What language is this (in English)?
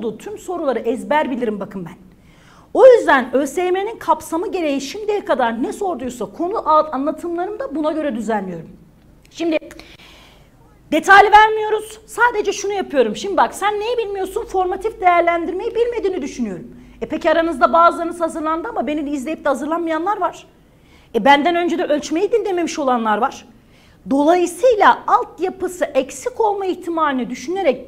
Turkish